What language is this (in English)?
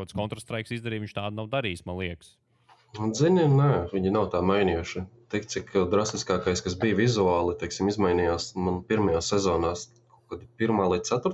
Latvian